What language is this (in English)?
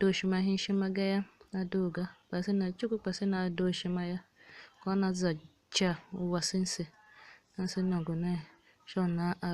Tiv